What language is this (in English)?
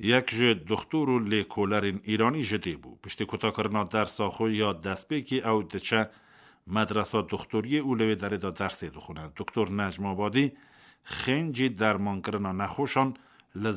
Kurdish